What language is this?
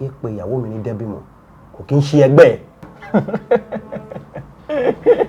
Yoruba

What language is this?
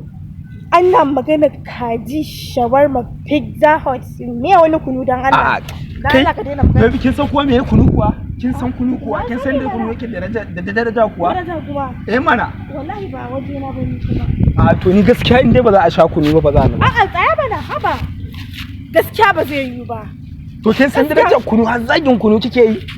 Hausa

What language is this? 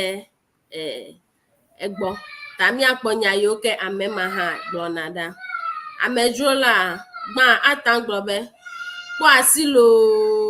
Ewe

